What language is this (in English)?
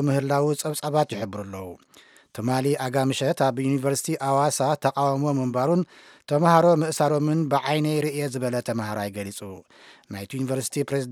Tigrinya